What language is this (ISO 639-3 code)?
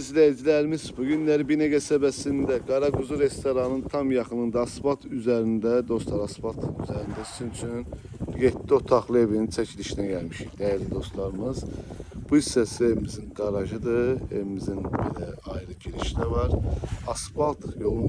aze